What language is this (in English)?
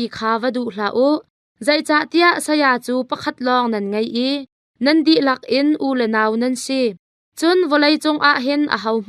Hakha Chin